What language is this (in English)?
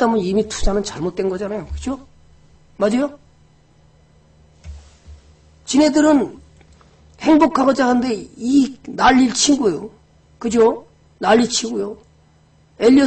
Korean